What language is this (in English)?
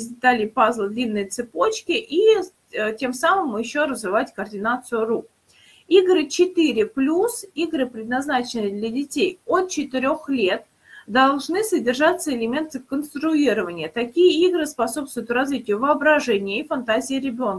Russian